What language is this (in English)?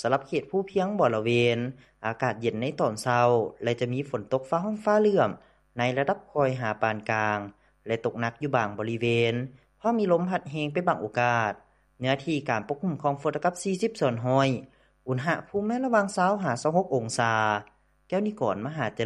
Lao